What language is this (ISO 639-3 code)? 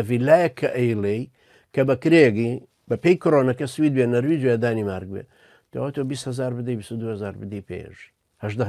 ckb